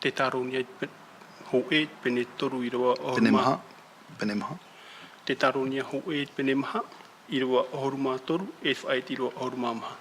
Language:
Tahitian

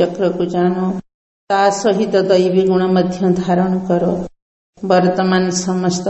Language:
Odia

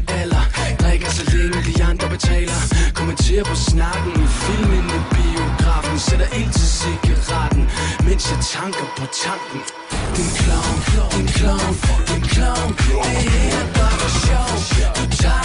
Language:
Danish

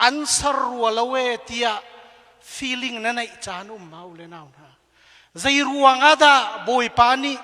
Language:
Hakha Chin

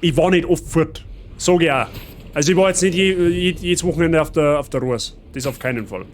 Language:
Bavarian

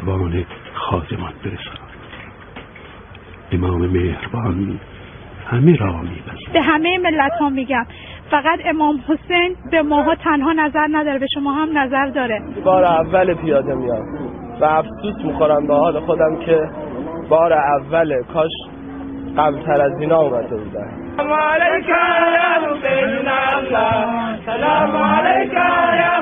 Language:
Persian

